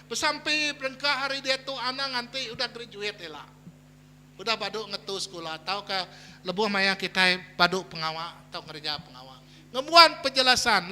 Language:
Iban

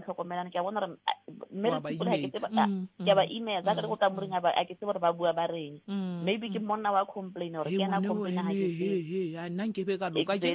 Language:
Southern Sotho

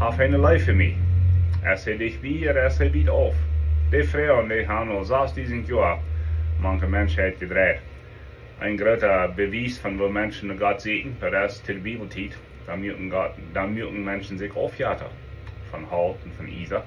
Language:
Plautdietsch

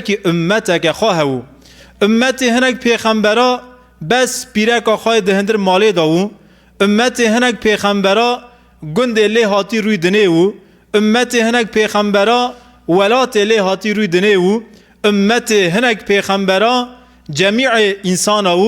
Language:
Kurdish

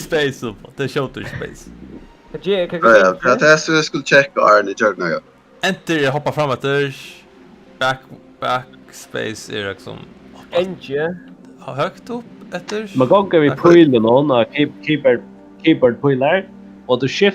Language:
Faroese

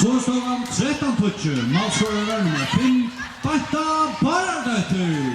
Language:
Faroese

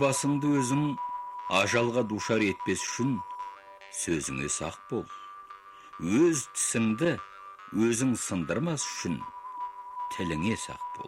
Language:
Kazakh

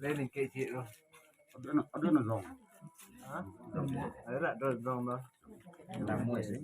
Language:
Minangkabau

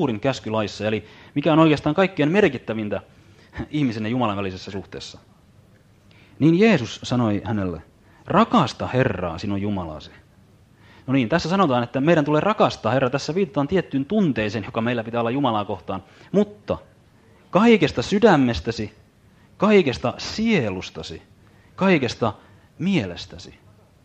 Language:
Finnish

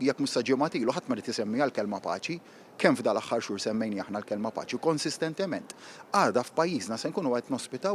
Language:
Maltese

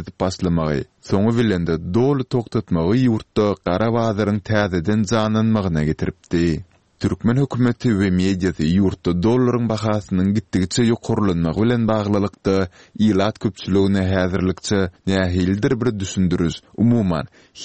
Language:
Turkmen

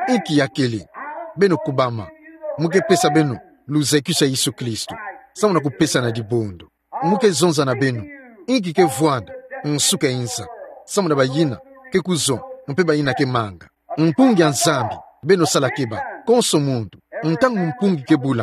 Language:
Kituba (Democratic Republic of Congo)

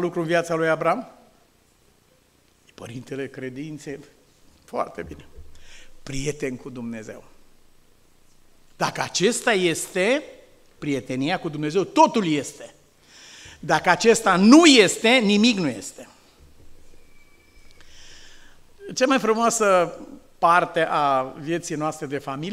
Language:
Romanian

